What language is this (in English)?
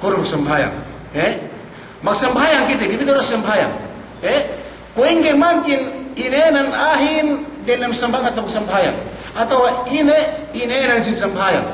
Yakan